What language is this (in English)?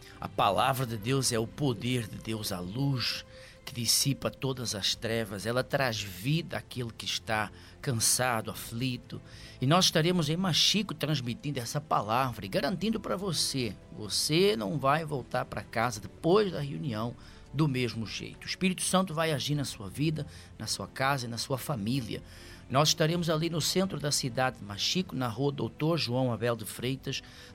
Portuguese